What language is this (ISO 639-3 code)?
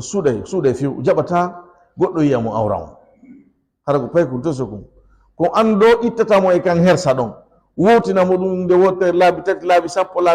ful